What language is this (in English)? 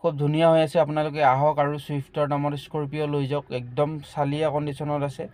Assamese